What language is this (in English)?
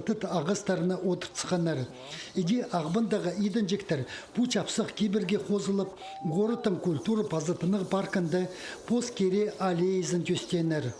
Khakas